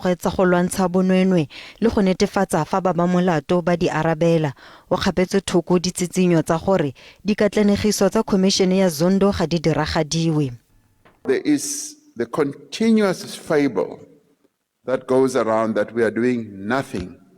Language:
Tswana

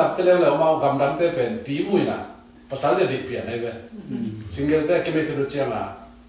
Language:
Tedim Chin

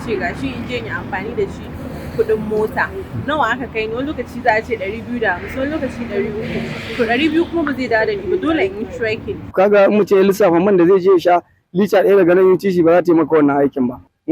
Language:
Hausa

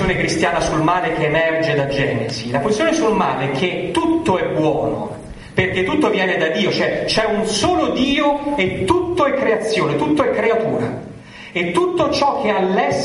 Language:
Italian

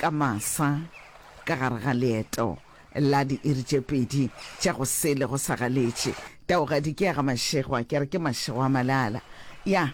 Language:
Northern Sotho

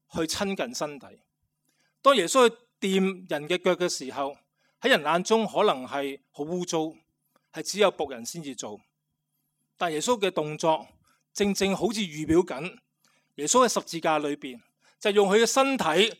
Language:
Cantonese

